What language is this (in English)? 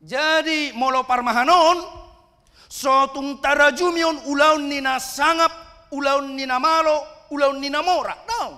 Batak Toba